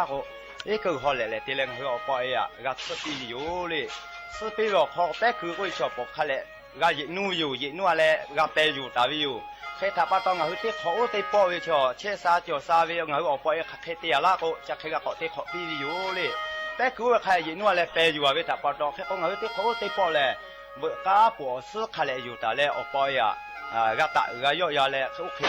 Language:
Lahu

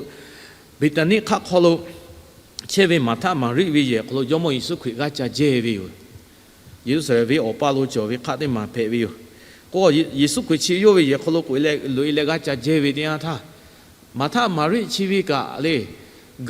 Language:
Lahu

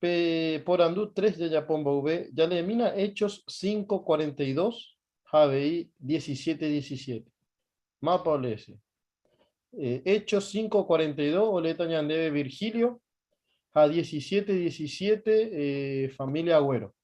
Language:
Guarani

